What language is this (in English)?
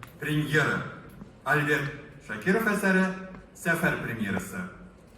Tatar